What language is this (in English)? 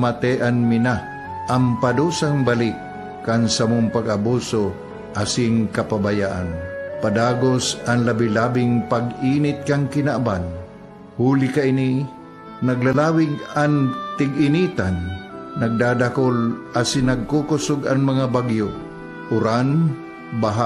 Bikol